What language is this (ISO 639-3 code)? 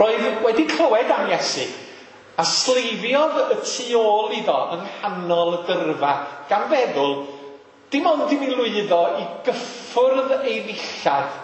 cym